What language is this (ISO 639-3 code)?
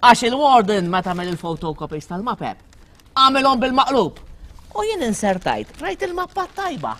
mlt